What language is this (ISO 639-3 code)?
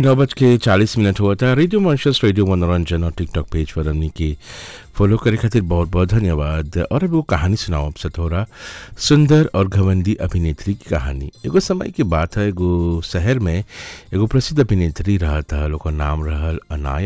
bho